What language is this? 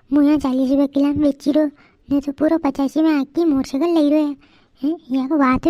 Rajasthani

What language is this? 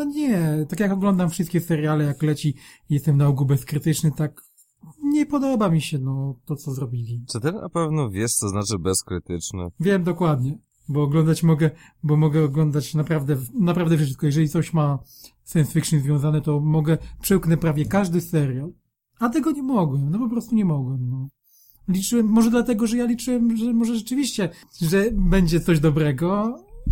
Polish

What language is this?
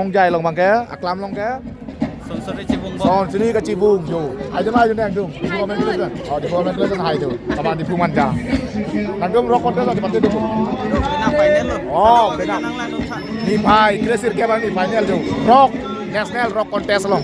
Karbi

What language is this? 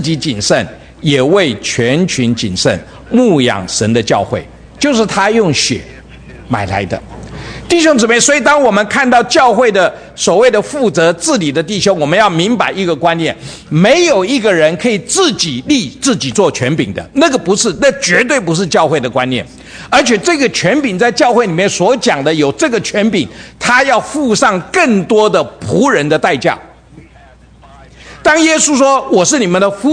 Chinese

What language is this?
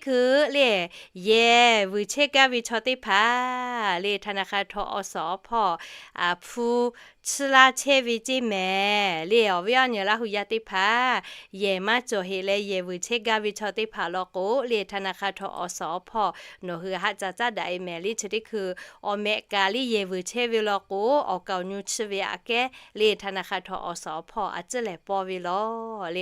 Lahu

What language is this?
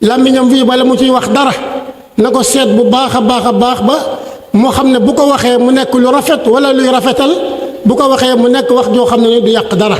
Wolof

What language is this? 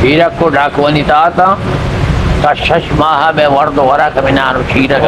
Eastern Balochi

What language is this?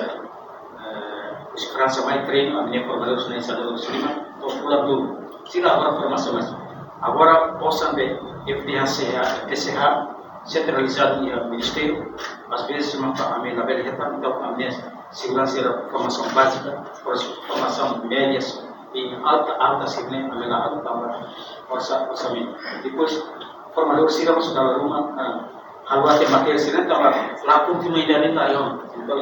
Tetum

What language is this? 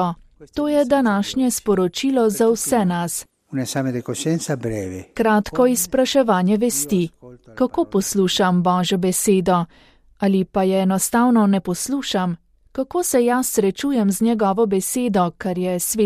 Slovenian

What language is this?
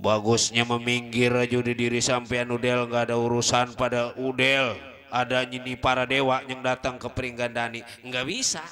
Betawi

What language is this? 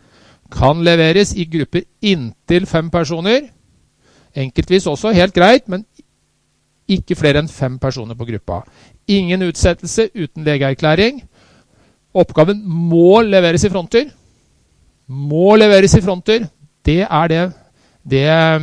Norwegian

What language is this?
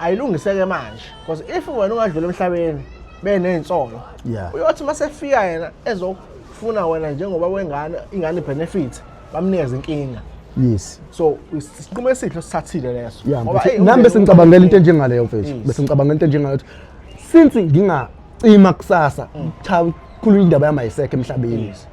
Zulu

